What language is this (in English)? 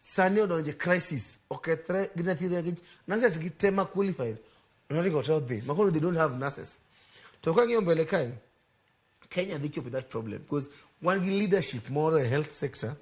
Luo (Kenya and Tanzania)